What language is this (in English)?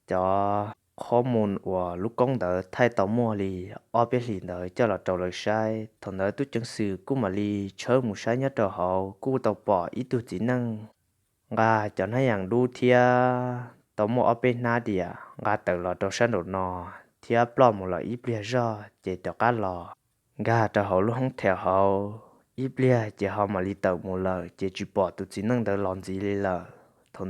Hmong